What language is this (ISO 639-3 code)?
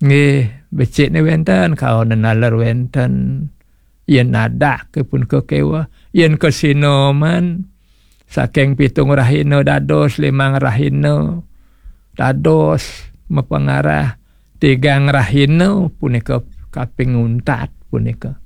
ban